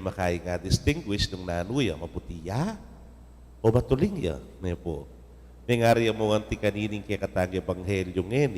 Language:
Pampanga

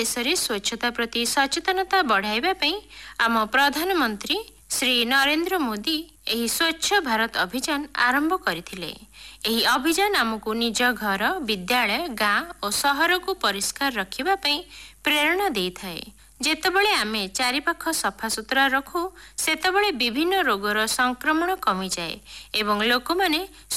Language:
Odia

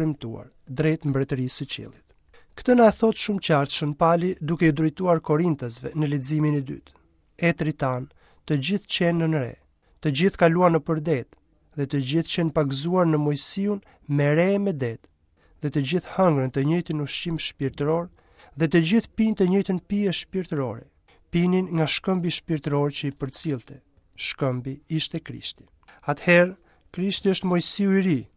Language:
Albanian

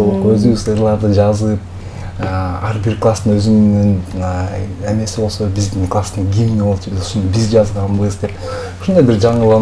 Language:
Kyrgyz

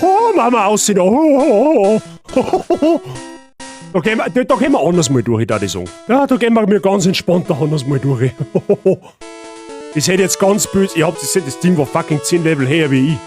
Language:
Bavarian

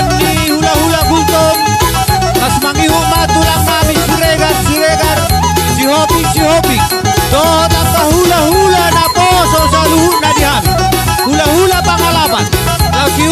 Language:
Batak Toba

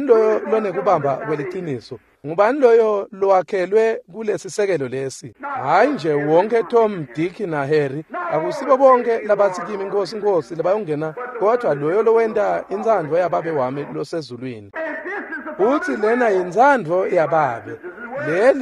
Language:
Swati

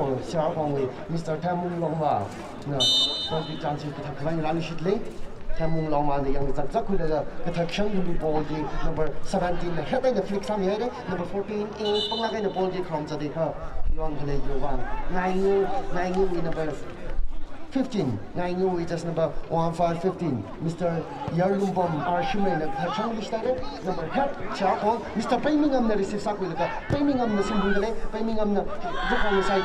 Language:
Tangkhul Naga (India)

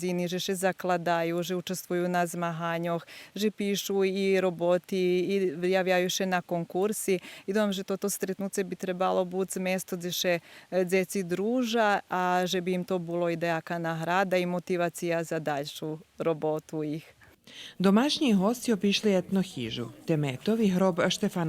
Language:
Rusyn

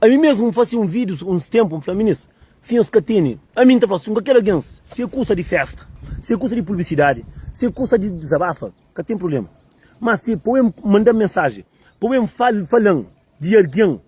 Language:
Kabuverdianu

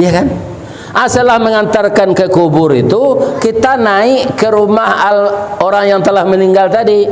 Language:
Minangkabau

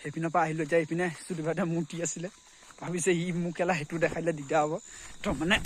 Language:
Assamese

